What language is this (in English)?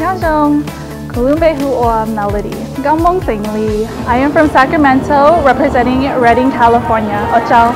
Hmong